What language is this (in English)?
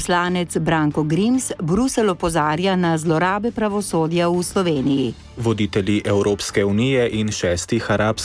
Slovenian